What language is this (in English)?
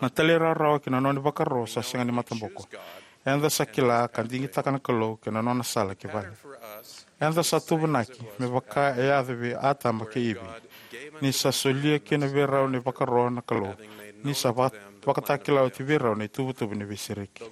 Fijian